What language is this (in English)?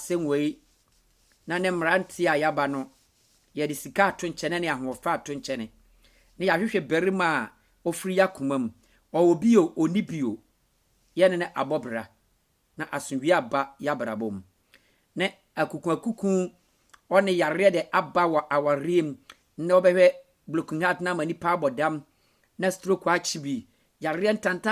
Akan